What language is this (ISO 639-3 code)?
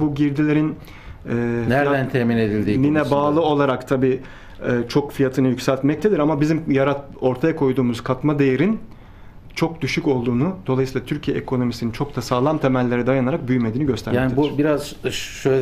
tur